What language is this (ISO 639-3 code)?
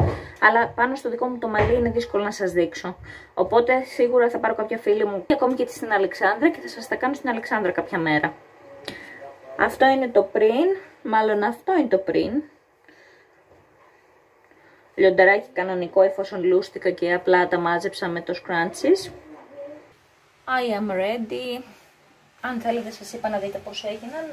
ell